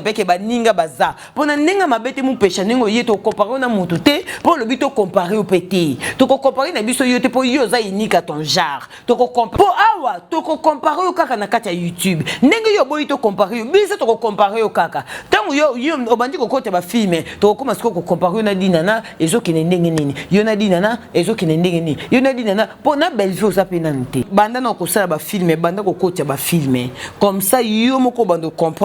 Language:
Lingala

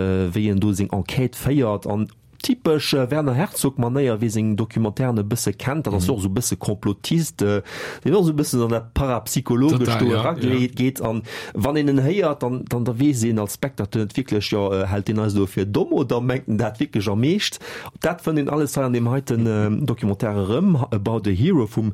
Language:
Luxembourgish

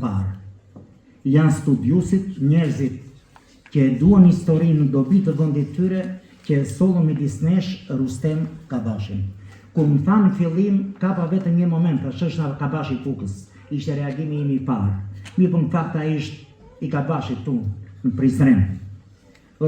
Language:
Albanian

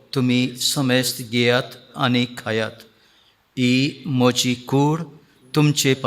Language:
Konkani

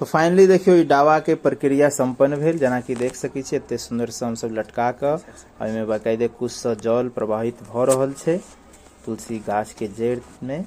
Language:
Maithili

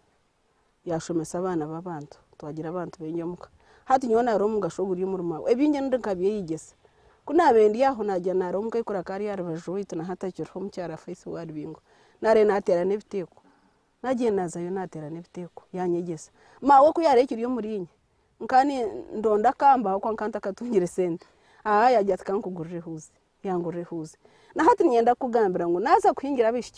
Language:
Nyankole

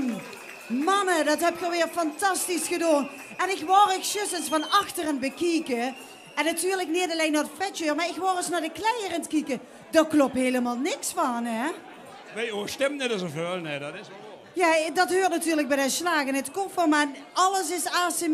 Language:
Limburgish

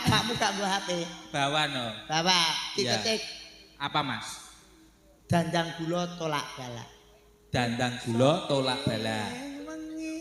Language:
Javanese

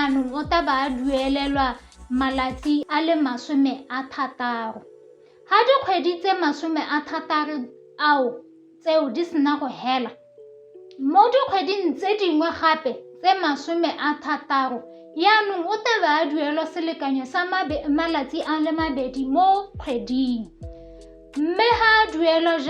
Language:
Tswana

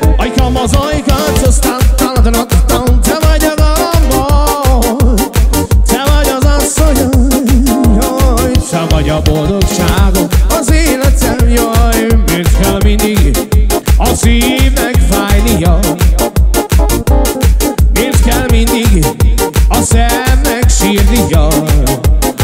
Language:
Hungarian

